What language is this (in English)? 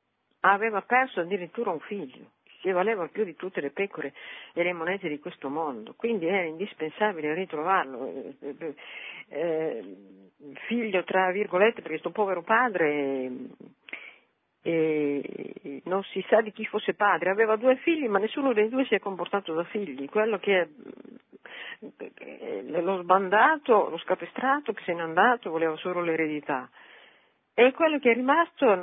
Italian